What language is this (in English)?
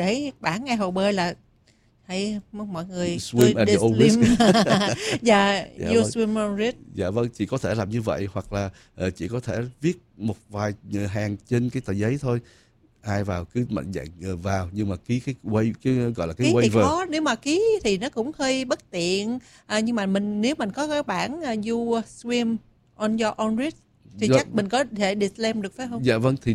Vietnamese